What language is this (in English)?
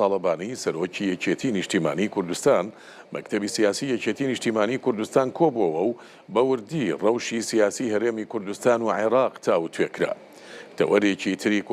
Central Kurdish